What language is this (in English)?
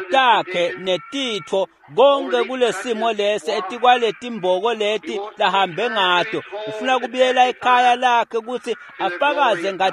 Swati